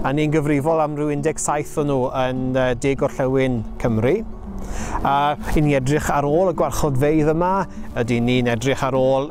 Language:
Welsh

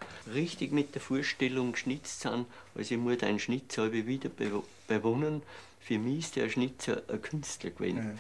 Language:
German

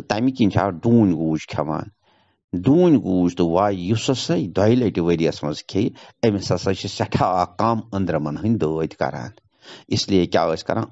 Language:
Kashmiri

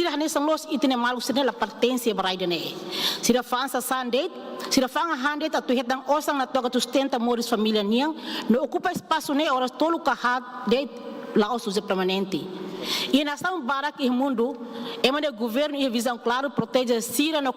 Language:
Tetum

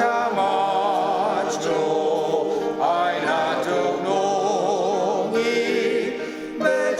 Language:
Ao Naga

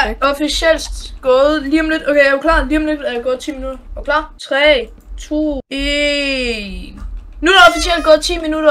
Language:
Danish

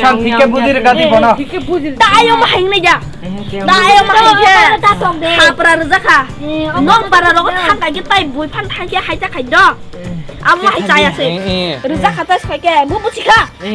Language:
Kok Borok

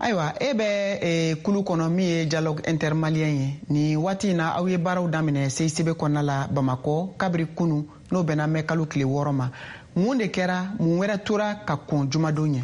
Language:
Bambara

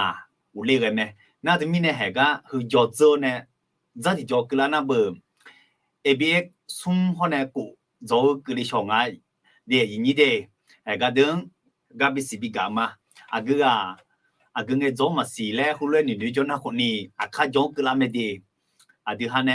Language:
Akha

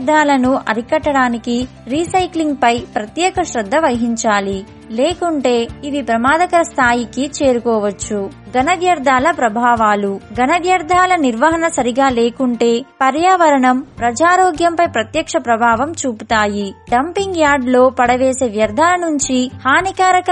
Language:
Telugu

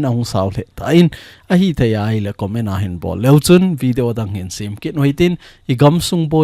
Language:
Thado Chin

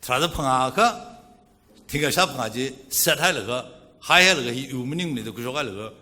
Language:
Tangkhul Naga (India)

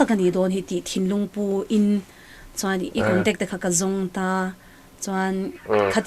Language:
Mizo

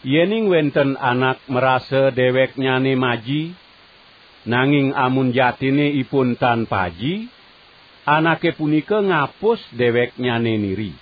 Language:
Balinese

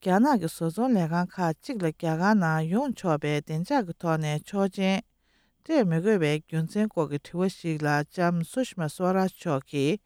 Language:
Tibetan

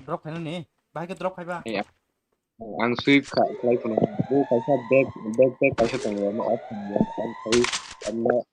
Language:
Kok Borok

